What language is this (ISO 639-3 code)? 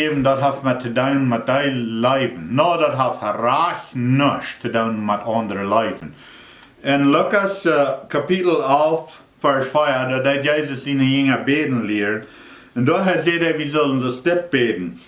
pdt